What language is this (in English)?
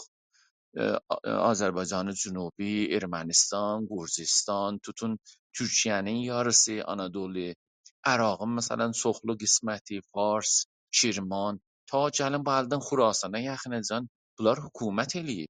South Azerbaijani